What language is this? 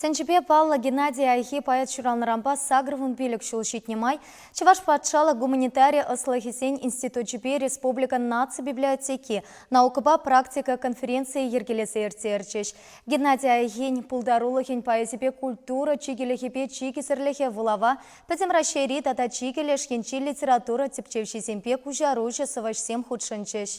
Chuvash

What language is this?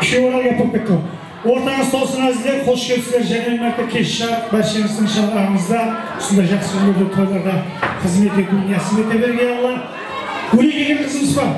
Kara-Kalpak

